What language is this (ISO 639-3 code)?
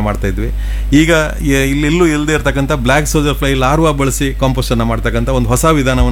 kan